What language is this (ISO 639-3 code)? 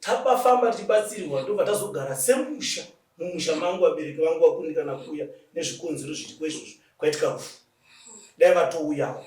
sna